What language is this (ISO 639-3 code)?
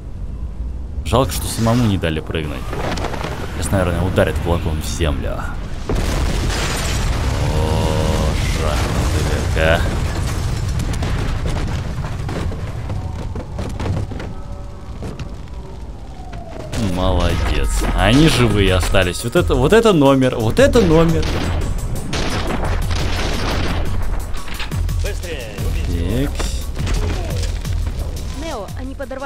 rus